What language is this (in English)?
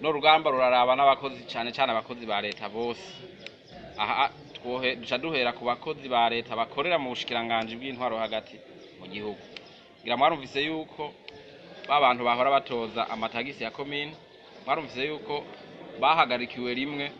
Rundi